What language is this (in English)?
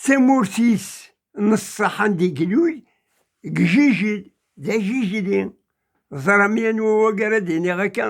Kabyle